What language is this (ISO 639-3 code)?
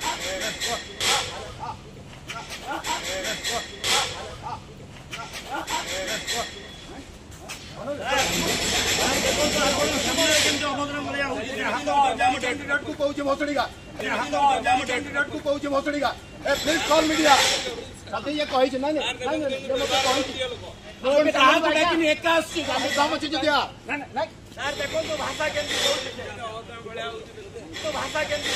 ori